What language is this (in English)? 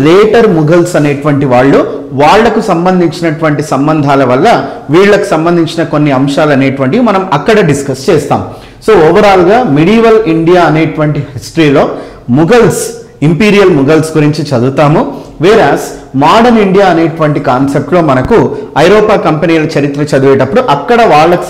Telugu